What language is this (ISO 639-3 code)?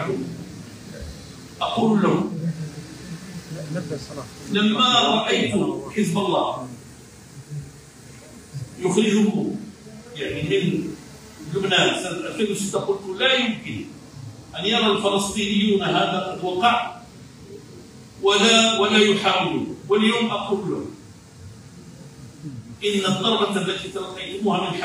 ara